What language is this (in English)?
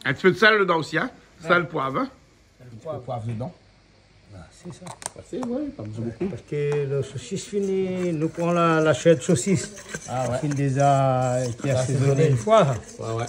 Réunion Creole French